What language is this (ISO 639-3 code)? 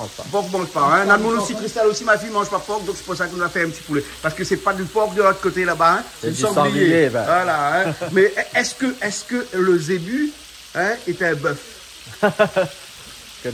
rcf